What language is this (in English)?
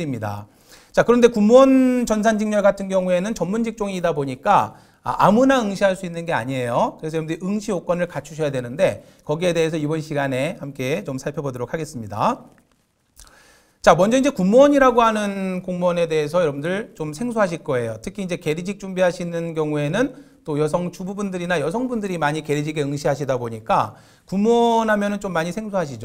Korean